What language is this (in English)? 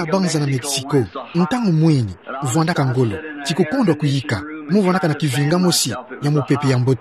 Kituba (Democratic Republic of Congo)